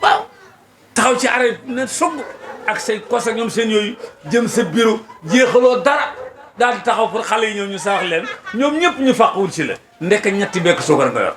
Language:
Wolof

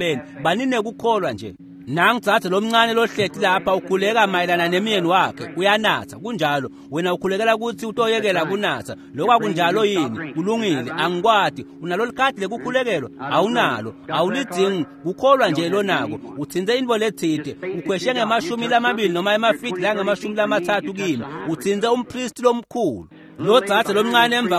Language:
Swati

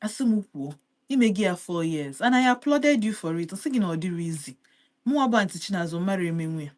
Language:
Igbo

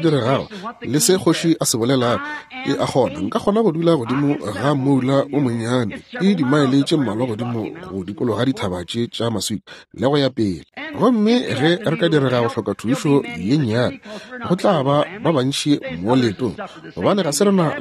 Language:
Northern Sotho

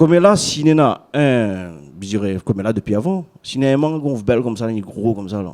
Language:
Réunion Creole French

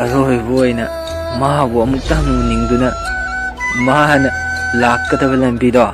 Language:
Manipuri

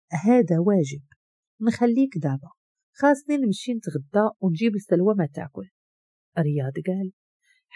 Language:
Moroccan Arabic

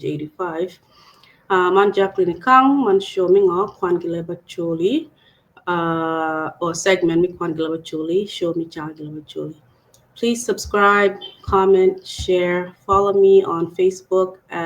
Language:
Acoli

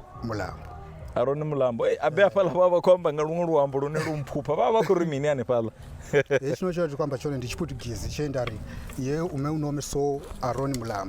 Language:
Venda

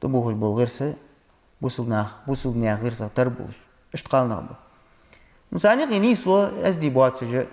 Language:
Ingush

